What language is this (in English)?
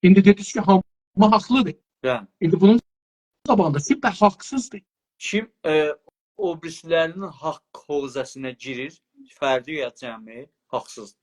South Azerbaijani